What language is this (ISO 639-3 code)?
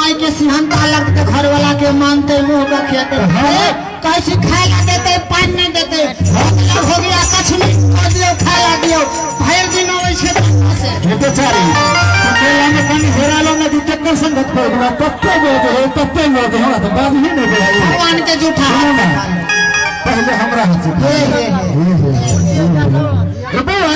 mai